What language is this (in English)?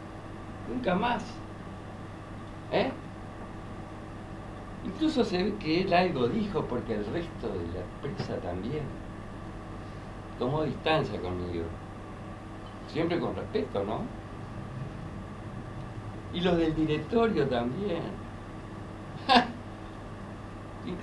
Spanish